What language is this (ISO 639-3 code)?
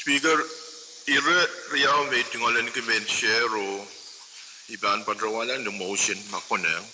pon